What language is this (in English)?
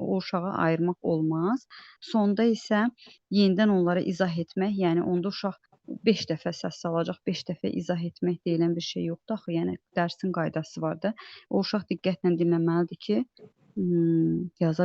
Azerbaijani